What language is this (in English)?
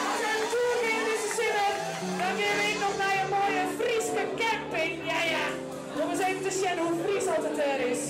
Western Frisian